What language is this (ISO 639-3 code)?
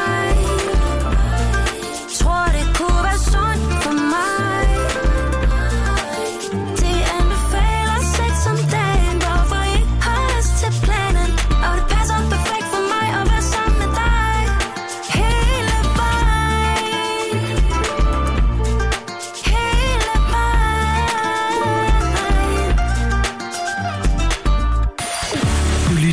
dan